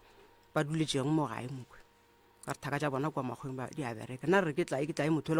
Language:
Northern Sotho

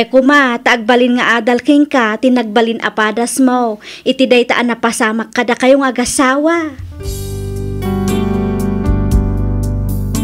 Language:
Iloko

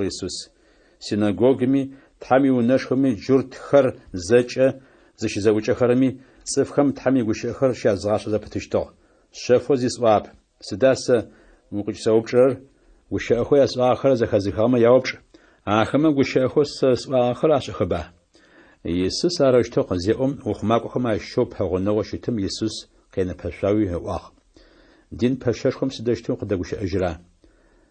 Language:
Adyghe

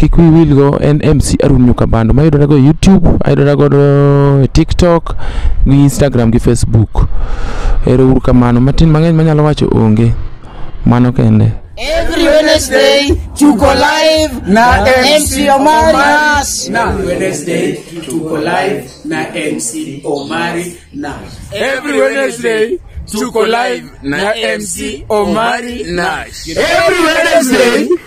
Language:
Luo (Kenya and Tanzania)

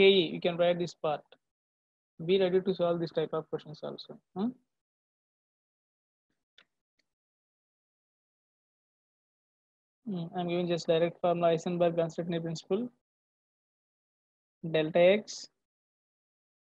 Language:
English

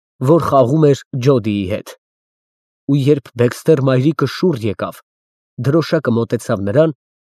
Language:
Armenian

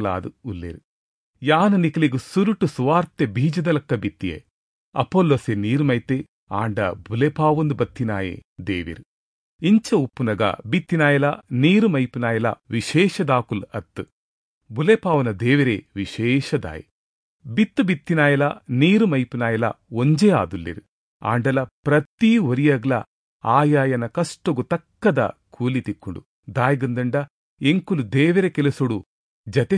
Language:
Tulu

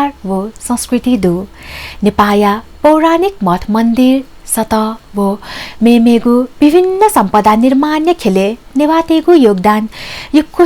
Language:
Newari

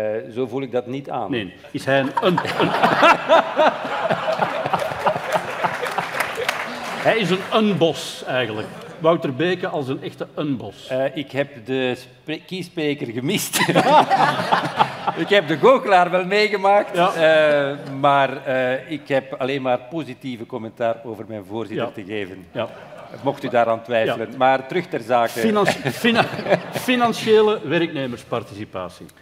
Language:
Dutch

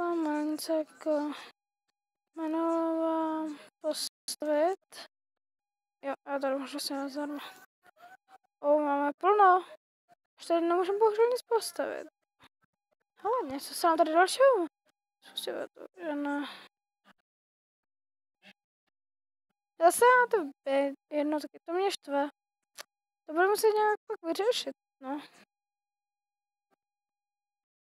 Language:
Czech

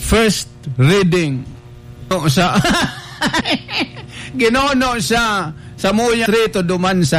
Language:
Bikol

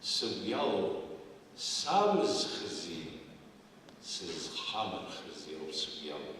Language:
Abkhazian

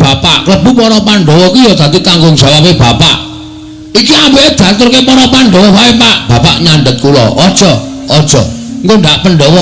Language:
Javanese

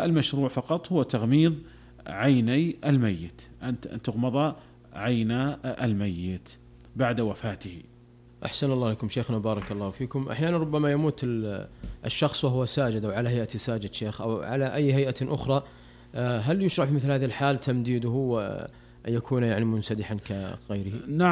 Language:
Arabic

